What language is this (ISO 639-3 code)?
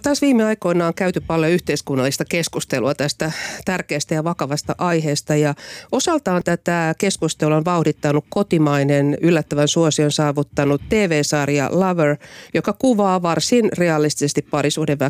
fin